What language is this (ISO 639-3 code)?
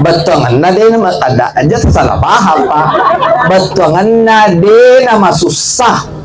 bug